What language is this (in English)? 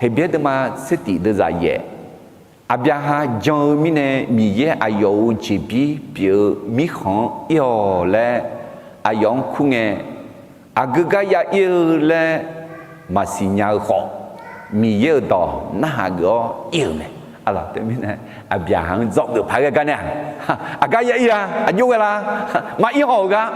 Akha